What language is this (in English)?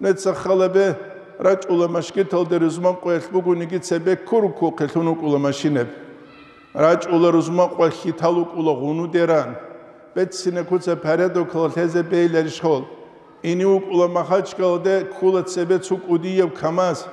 Avaric